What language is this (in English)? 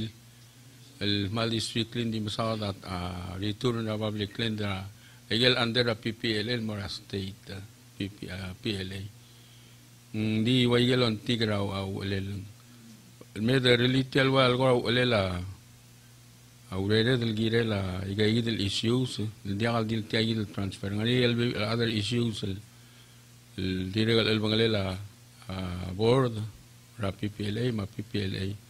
Palauan